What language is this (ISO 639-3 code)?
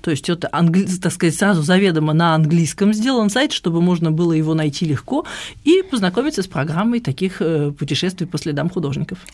rus